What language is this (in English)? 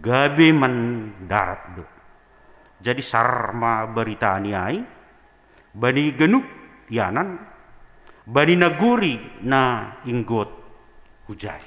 Batak Simalungun